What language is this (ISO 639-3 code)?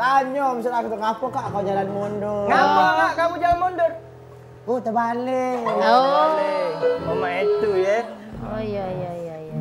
mui